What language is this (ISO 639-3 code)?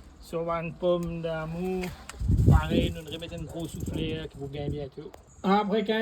mfe